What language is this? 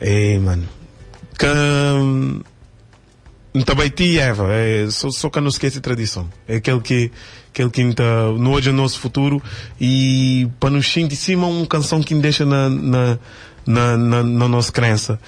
Kabuverdianu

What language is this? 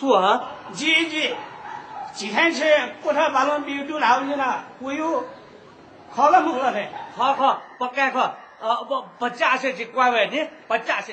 Newari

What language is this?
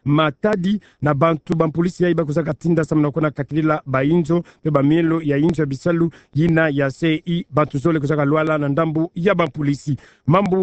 Kituba (Democratic Republic of Congo)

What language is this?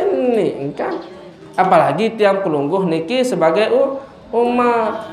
Sasak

